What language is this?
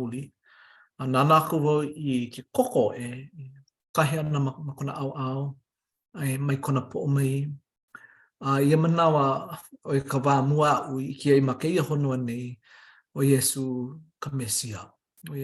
Hawaiian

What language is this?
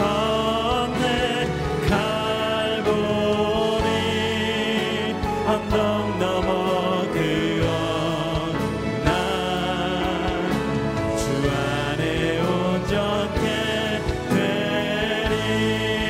Korean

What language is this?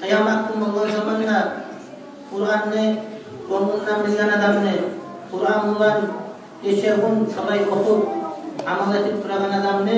Kumyk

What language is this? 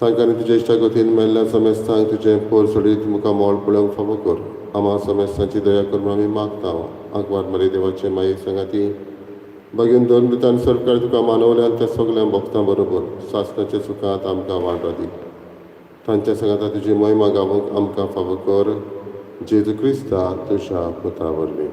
Konkani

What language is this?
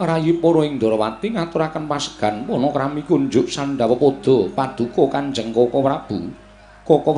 Javanese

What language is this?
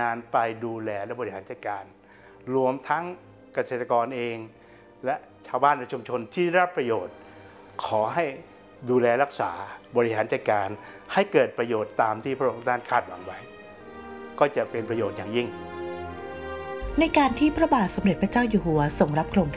Thai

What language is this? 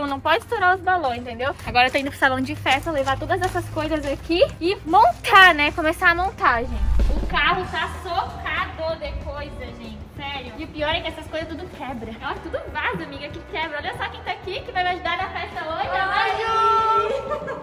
Portuguese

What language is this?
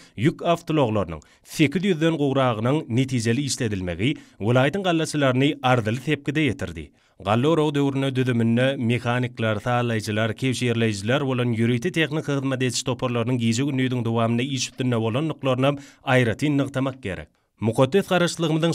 Turkmen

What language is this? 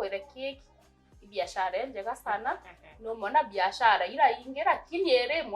Meru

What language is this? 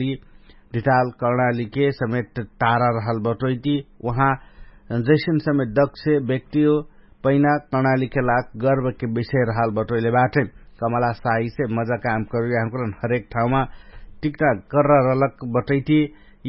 Dangaura Tharu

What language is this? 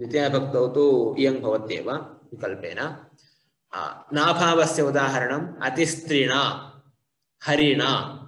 Sanskrit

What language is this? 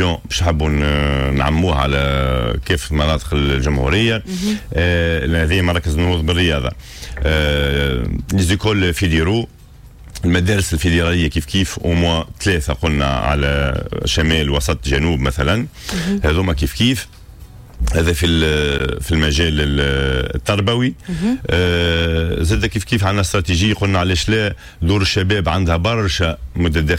Tunisian Arabic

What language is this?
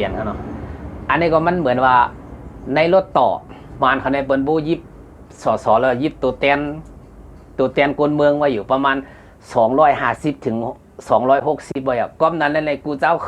Shan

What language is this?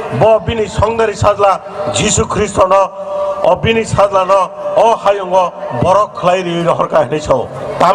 Kok Borok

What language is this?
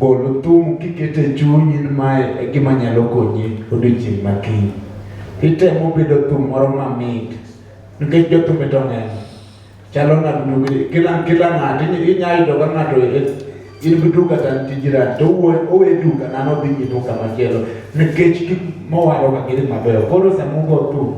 Luo (Kenya and Tanzania)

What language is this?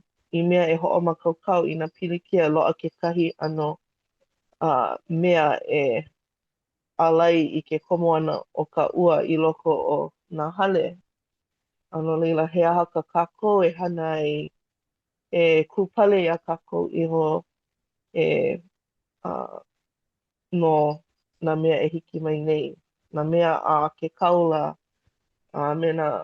Hawaiian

